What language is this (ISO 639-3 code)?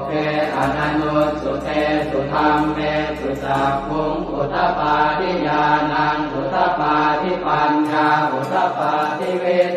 pli